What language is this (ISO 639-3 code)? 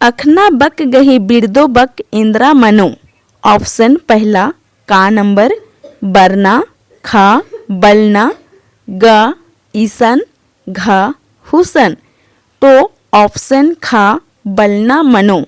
kru